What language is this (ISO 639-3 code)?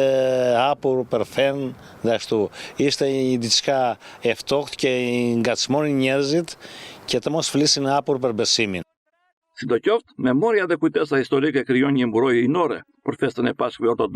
sqi